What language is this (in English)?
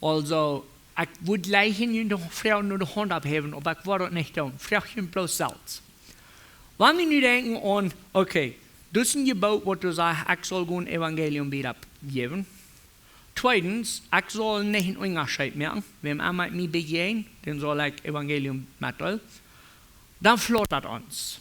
Plautdietsch